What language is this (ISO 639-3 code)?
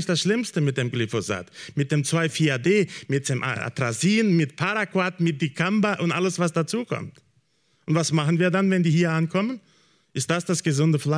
deu